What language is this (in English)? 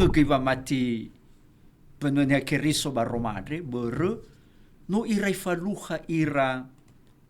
Nias